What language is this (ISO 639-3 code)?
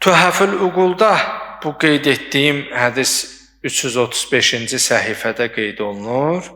aze